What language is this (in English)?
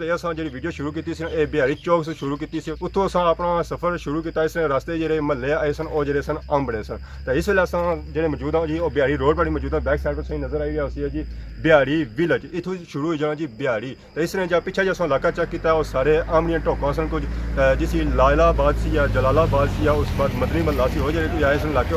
Pahari-Potwari